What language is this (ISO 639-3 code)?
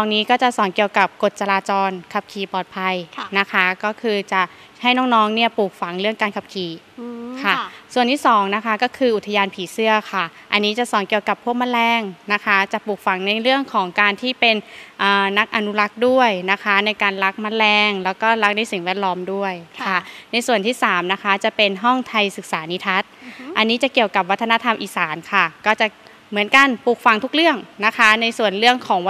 tha